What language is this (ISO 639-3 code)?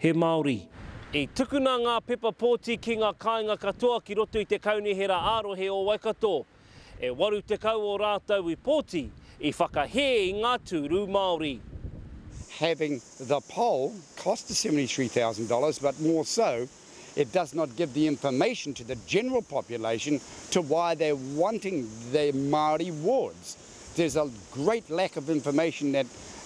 mri